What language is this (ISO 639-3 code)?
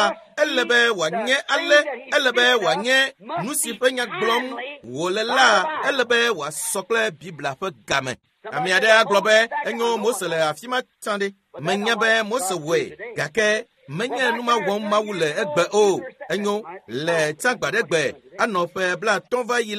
ewe